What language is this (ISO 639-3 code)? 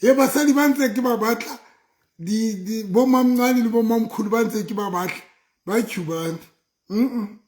sot